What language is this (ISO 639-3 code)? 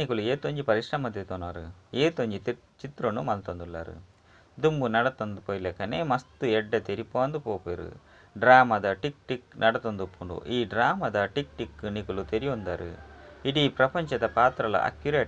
tcy